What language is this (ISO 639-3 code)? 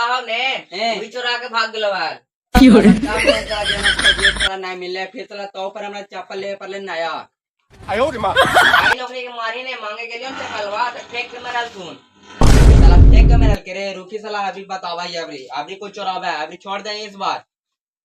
mag